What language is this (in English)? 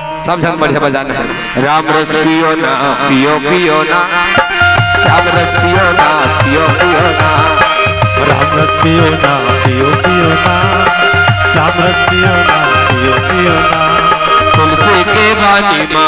Chhattisgarhi